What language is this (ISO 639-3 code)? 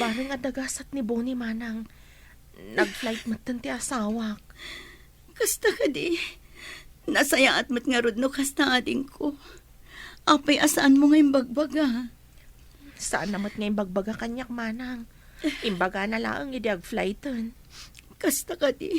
ilo